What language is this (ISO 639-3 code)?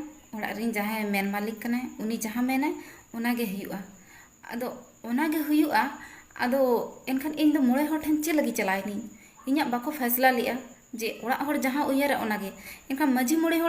sat